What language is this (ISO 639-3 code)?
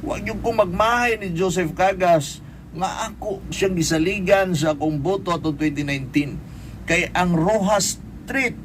ceb